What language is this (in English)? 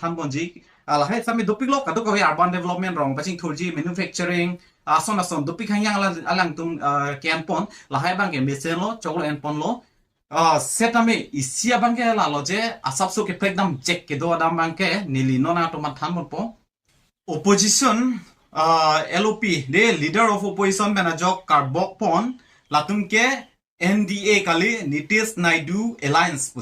Karbi